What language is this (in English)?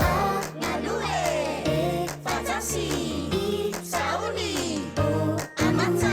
Samoan